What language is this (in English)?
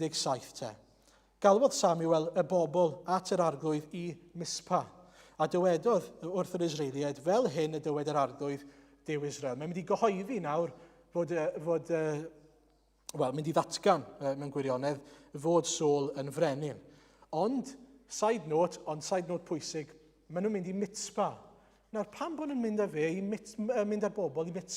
Welsh